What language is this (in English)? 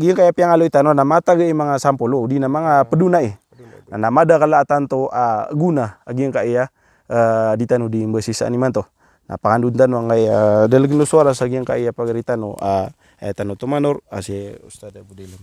Maranao